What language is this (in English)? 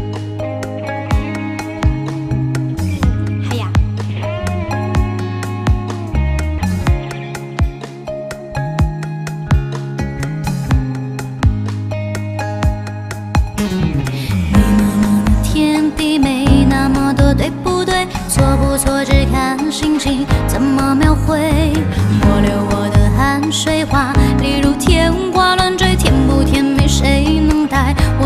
Chinese